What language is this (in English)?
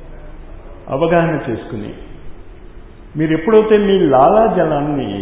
Telugu